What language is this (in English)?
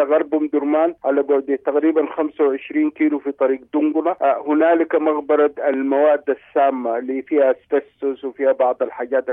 Sudanese Arabic